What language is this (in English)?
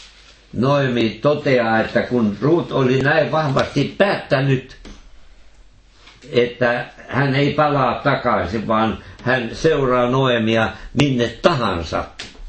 Finnish